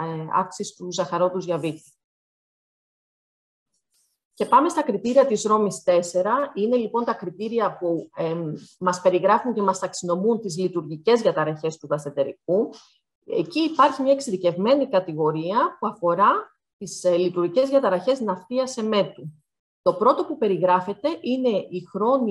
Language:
Greek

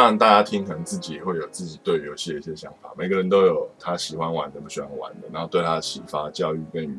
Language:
Chinese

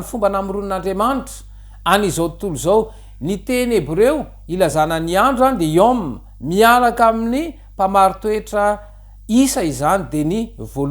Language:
Malagasy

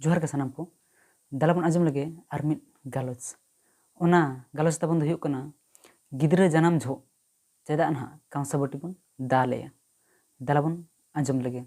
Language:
Santali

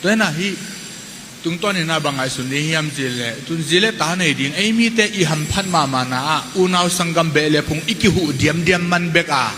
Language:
Tedim Chin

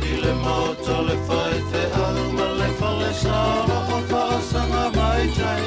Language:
Samoan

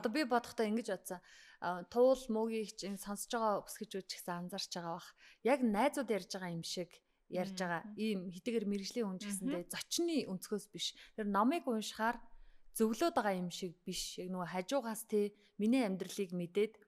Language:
Mongolian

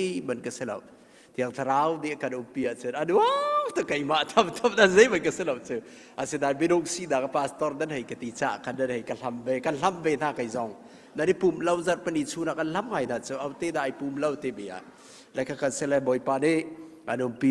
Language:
Hakha Chin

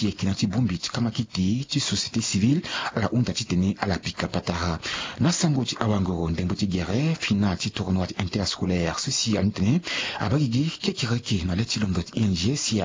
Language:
Sango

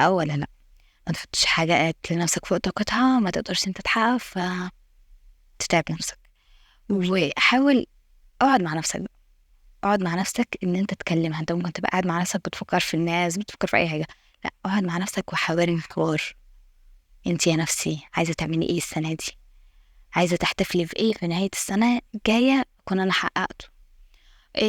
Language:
Egyptian Arabic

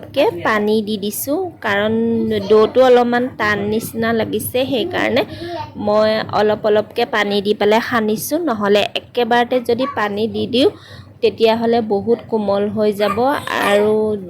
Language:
Assamese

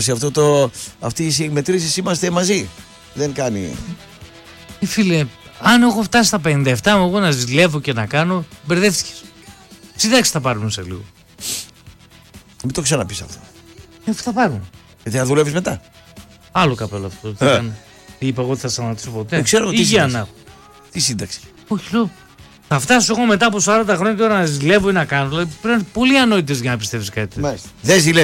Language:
Greek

